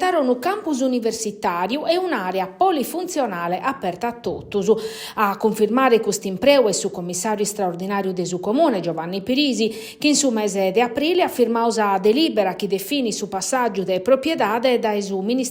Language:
Sardinian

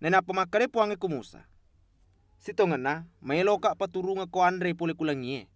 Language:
Buginese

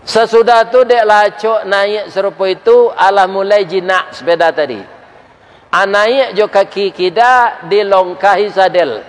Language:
Minangkabau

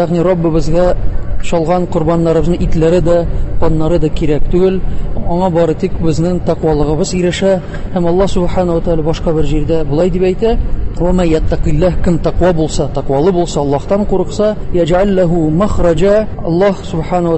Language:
Tatar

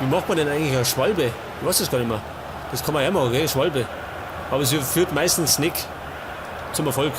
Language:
Bavarian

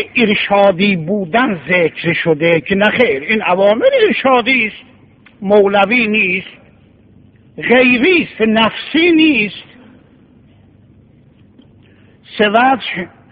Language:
Persian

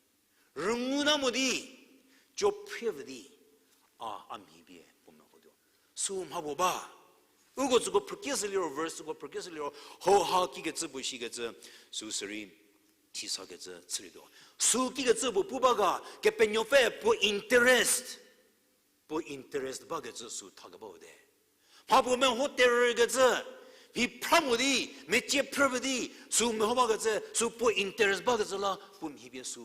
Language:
Angami Naga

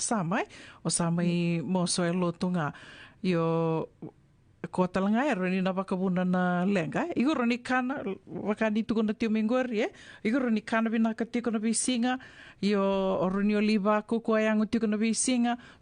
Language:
Fijian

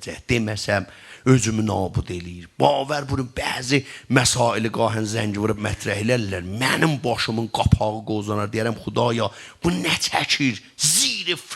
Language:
South Azerbaijani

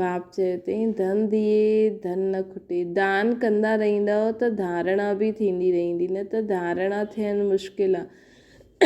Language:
Sindhi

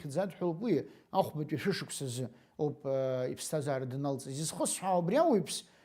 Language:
Abkhazian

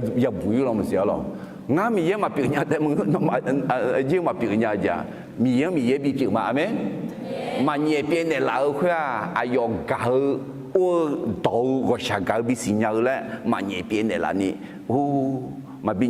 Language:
Akha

